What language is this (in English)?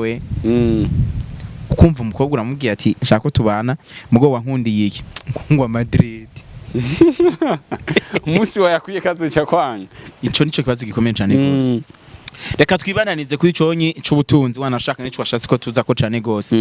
Rundi